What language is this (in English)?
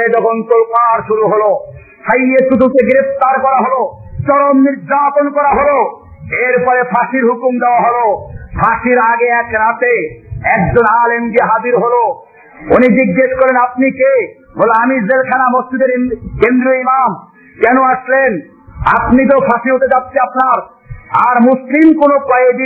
Bangla